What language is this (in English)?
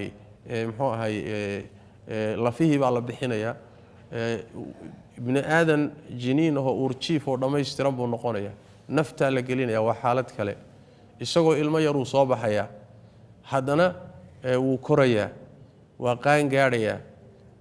Somali